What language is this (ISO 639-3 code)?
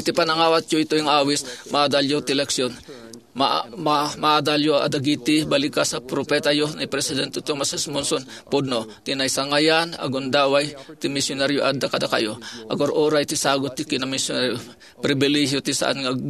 ilo